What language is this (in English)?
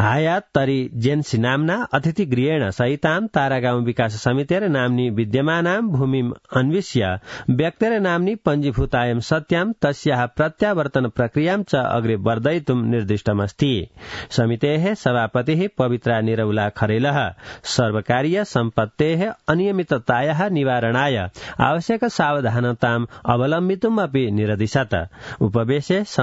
Sanskrit